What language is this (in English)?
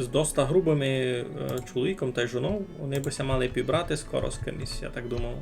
Rusyn